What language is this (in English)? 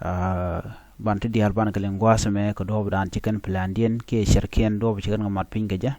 Nuer